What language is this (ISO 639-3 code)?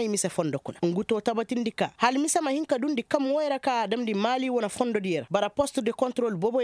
ses